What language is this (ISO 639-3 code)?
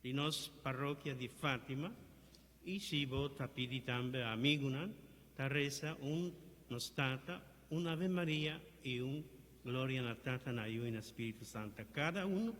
pap